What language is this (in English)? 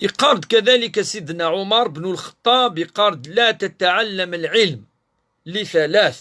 Kabyle